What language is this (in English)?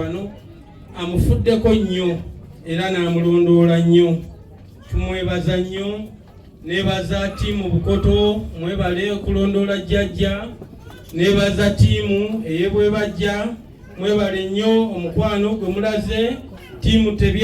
Ganda